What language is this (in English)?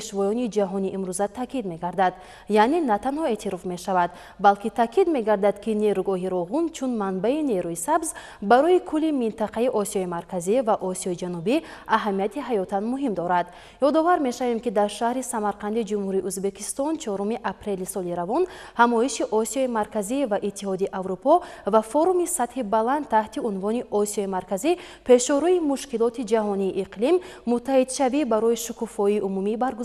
Tajik